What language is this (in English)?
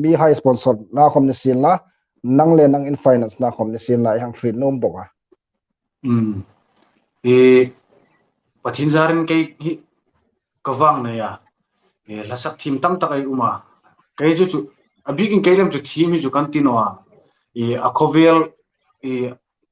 Hmar